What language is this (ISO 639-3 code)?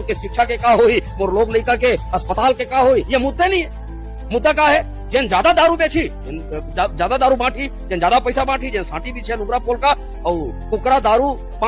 hne